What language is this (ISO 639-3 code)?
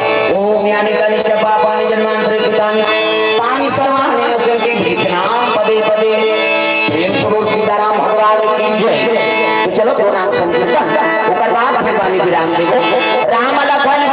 hne